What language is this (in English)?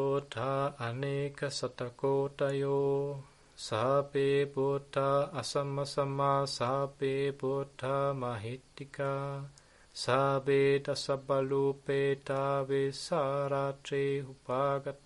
Pali